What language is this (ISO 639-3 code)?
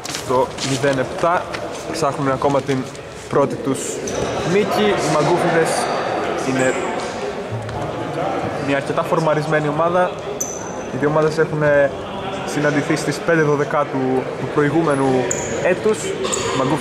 ell